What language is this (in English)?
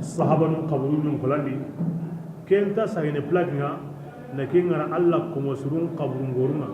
Bambara